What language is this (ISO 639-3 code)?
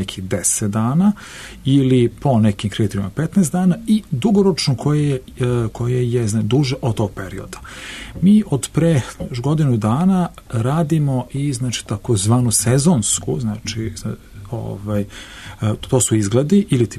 srp